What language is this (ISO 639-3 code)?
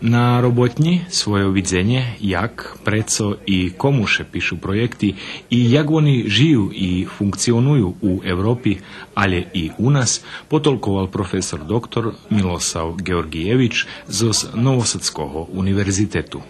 rue